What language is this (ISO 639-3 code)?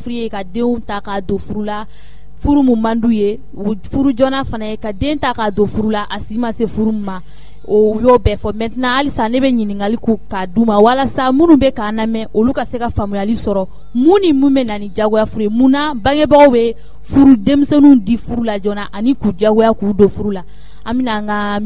bam